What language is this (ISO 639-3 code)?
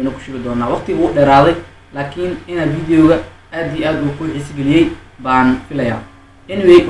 som